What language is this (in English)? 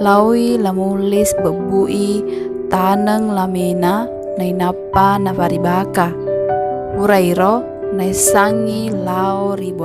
Buginese